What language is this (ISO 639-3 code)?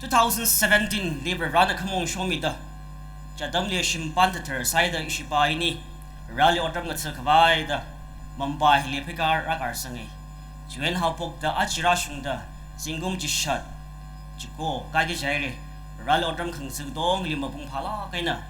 nmf